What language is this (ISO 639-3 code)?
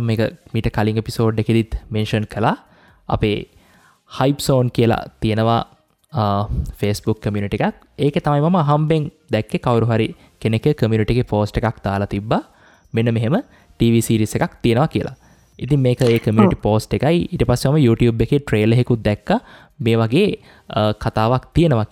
sin